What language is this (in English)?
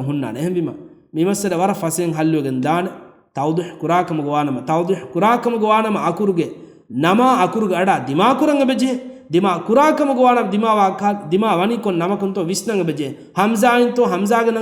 Divehi